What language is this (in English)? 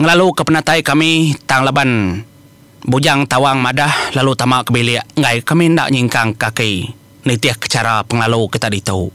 Iban